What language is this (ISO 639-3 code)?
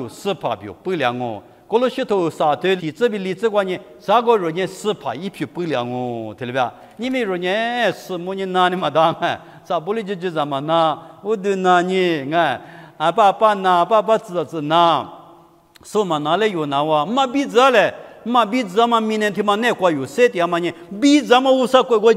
lis